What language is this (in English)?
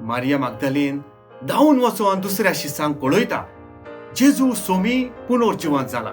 Konkani